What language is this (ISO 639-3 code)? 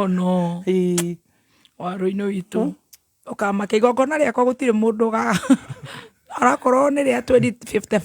kik